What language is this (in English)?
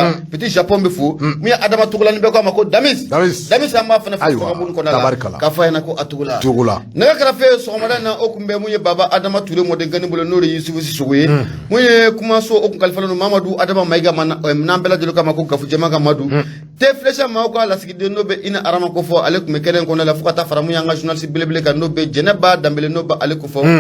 Bambara